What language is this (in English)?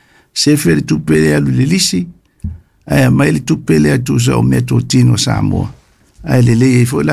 Samoan